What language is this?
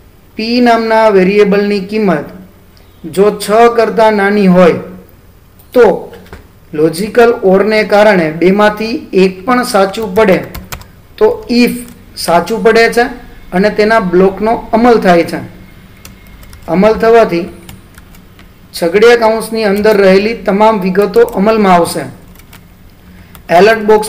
Gujarati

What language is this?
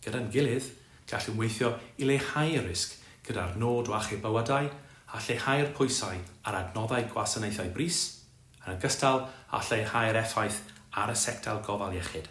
Welsh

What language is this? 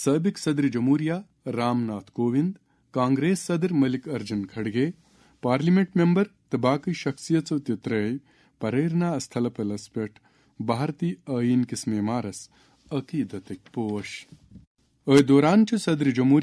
Kashmiri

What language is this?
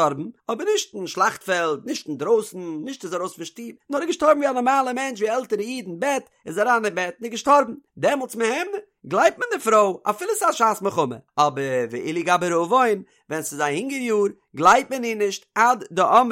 Yiddish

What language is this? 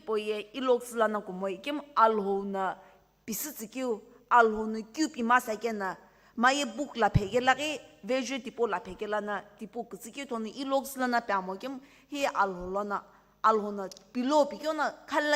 Sumi Naga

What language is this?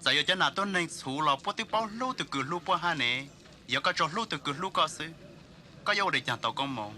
Hmong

